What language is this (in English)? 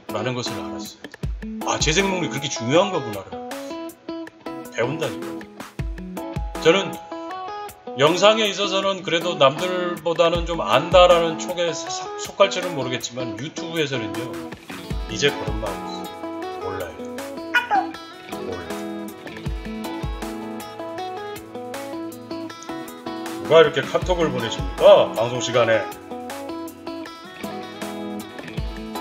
Korean